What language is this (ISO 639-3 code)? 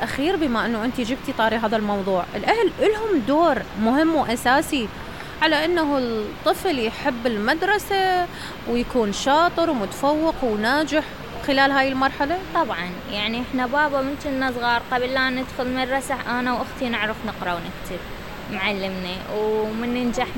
acm